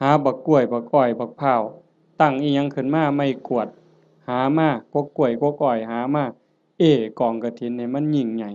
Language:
Northeastern Thai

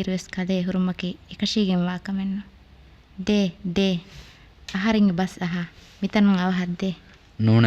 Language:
Divehi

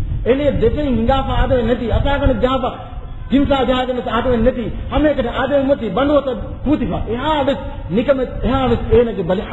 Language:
Divehi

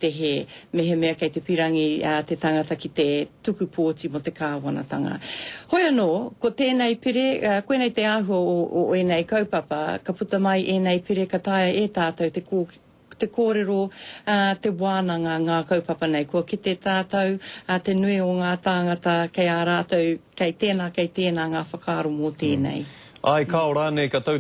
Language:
Māori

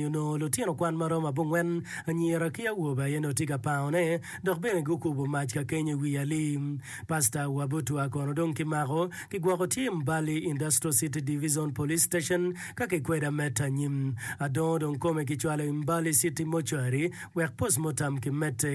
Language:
Acoli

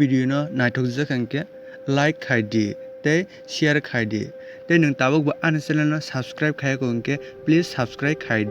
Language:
Kok Borok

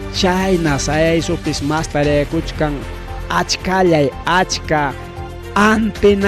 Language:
Ayacucho Quechua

